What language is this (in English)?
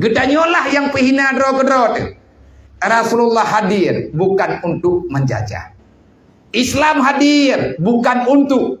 Achinese